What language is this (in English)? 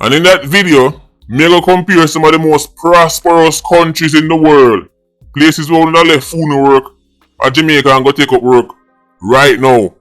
Jamaican Creole English